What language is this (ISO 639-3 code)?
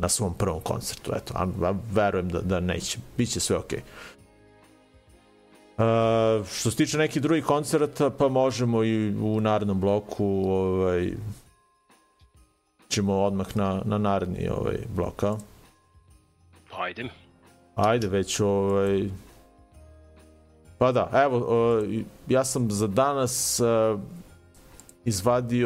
srp